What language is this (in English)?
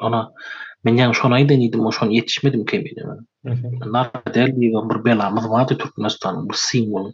Turkmen